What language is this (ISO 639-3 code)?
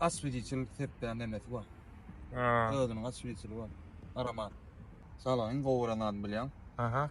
tuk